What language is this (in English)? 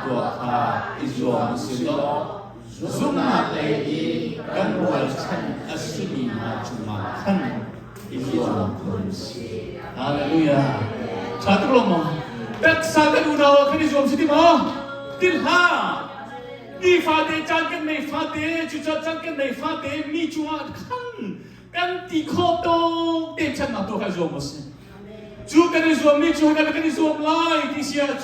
Hakha Chin